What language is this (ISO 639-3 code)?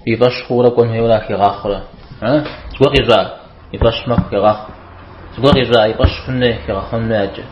kbd